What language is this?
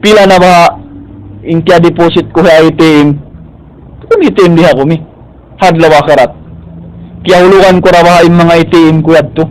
Tausug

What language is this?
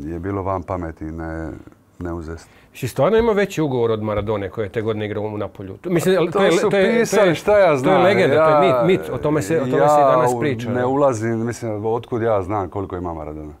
Croatian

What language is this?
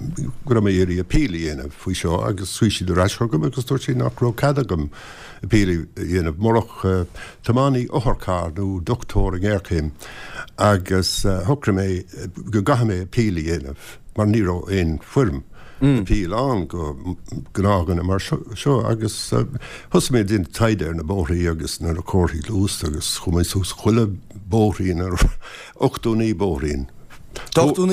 Irish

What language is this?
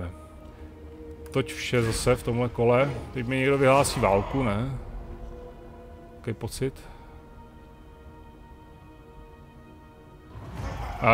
Czech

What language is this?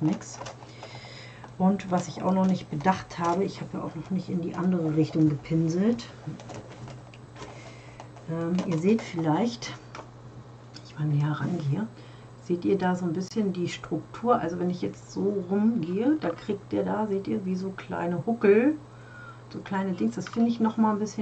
German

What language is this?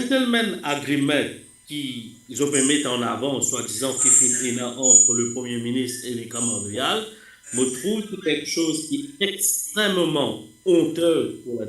Morisyen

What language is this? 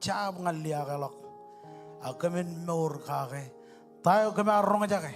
Marshallese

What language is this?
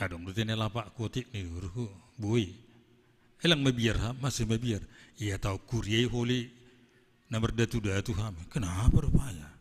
Batak Simalungun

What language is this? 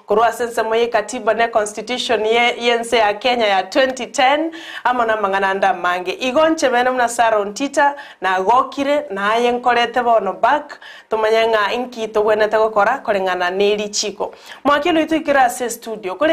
Gusii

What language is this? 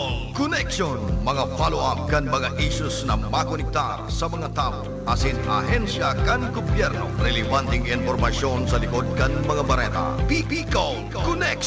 Bikol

